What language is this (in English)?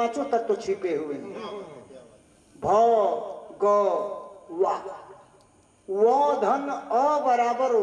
Bhojpuri